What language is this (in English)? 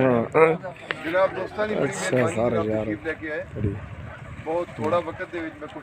Saraiki